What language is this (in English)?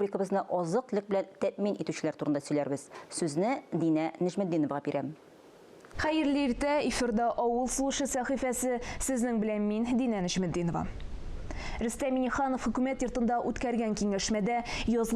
Tatar